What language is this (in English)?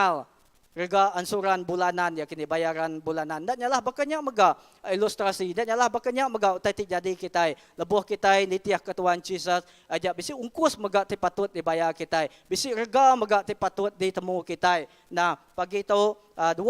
Iban